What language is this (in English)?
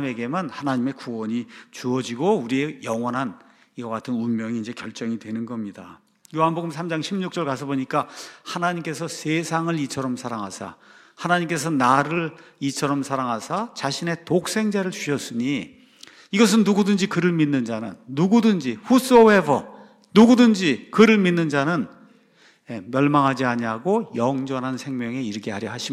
Korean